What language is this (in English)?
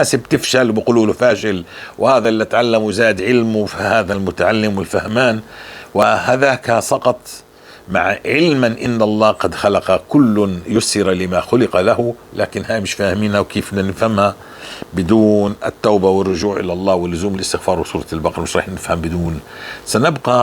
North Levantine Arabic